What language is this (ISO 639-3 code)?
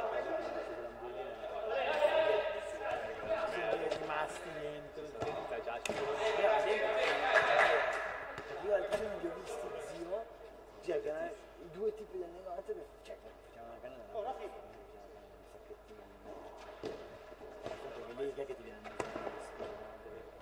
ita